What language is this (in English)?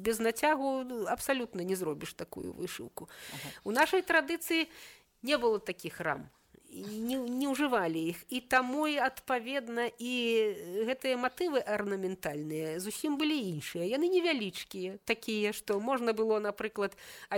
Belarusian